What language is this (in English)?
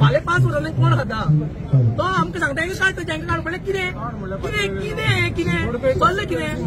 Konkani